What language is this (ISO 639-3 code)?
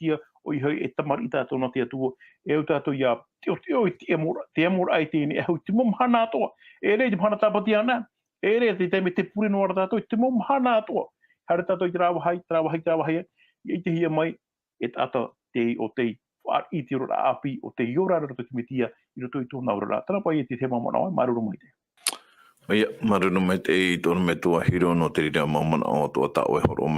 tah